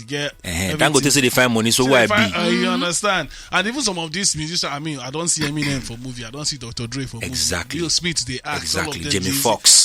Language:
Nigerian Pidgin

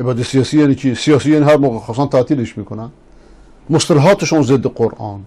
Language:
Persian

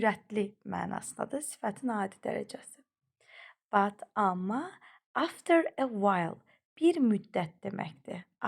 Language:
Azerbaijani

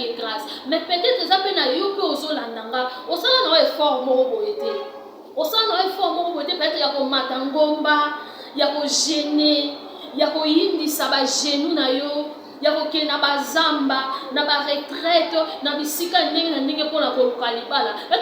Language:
Lingala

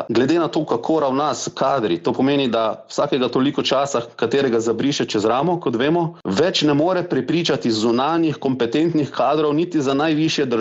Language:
Slovenian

